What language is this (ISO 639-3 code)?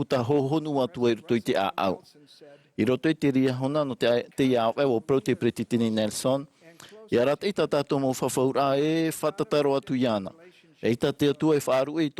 tah